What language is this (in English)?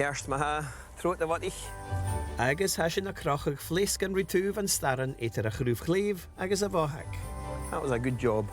Scottish Gaelic